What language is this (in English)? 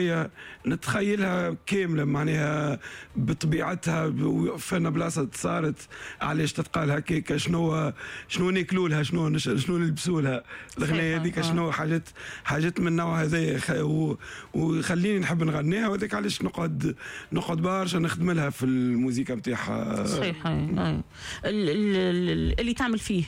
Tunisian Arabic